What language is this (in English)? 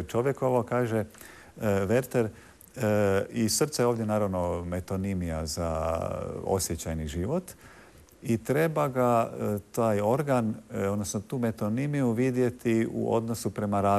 Croatian